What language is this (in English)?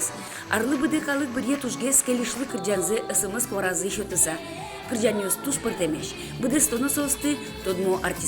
Udmurt